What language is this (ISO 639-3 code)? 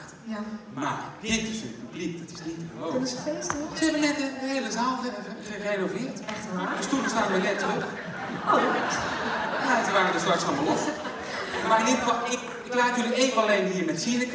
nld